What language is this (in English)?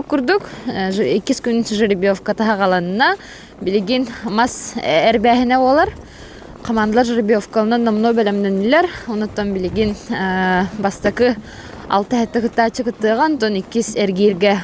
Yakut